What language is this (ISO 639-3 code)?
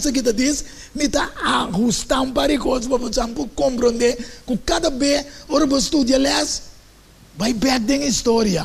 pap